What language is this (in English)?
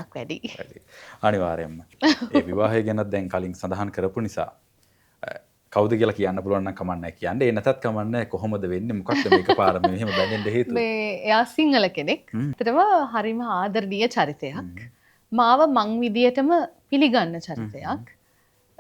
Sinhala